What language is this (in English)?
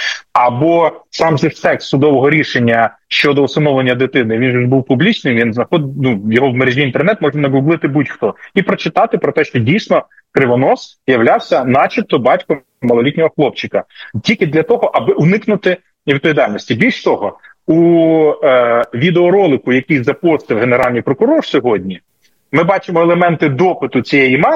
Ukrainian